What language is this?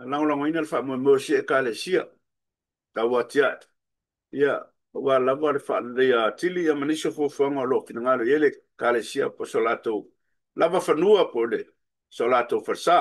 Samoan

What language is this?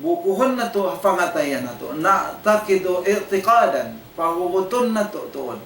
Tausug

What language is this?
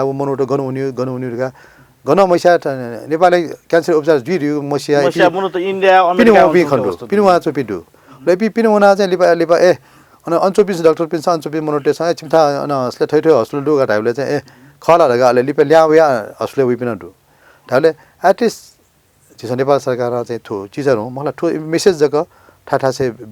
Newari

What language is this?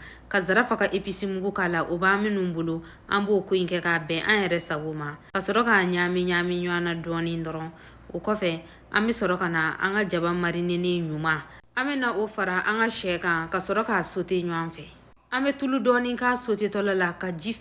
Bambara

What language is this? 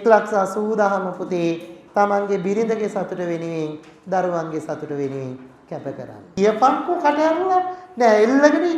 Sinhala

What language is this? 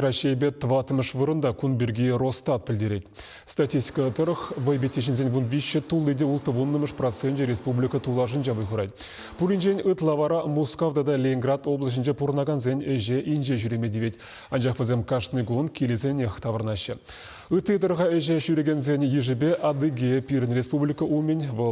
Chuvash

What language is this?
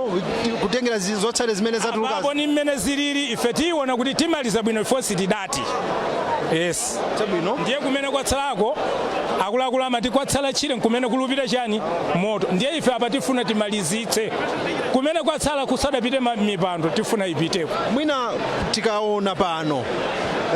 Nyanja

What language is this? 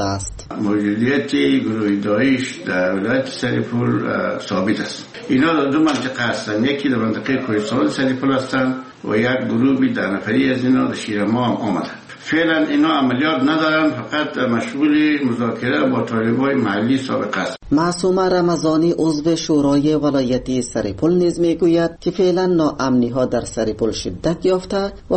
Persian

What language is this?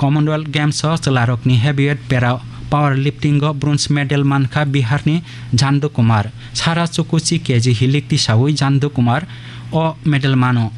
Kok Borok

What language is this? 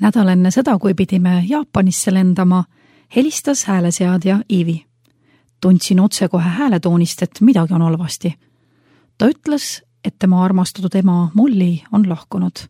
Estonian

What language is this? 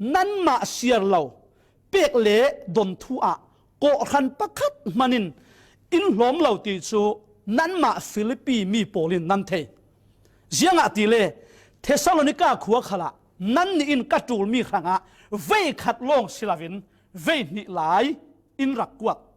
Falam Chin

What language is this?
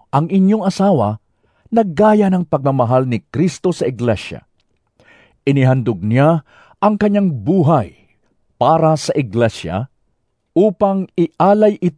Filipino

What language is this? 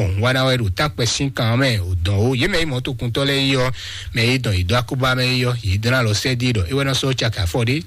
Fon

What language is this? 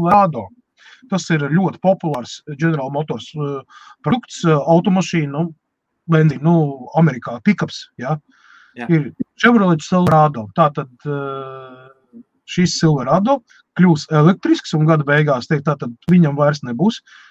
Latvian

